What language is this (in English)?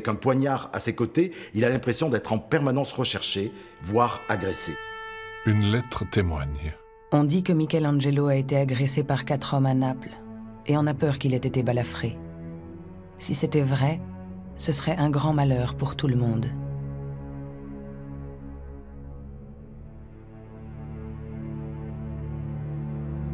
French